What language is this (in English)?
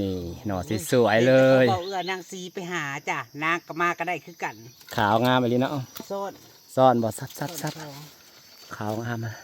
Northeastern Thai